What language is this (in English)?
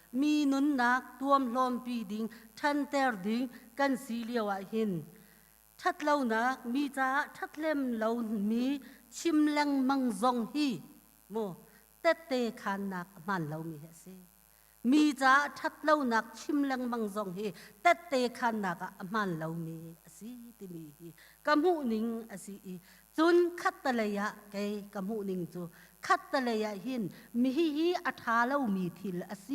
Hakha Chin